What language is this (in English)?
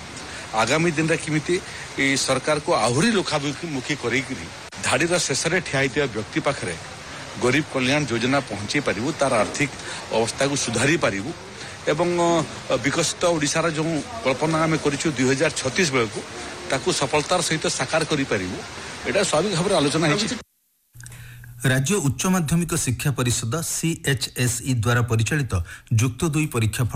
Odia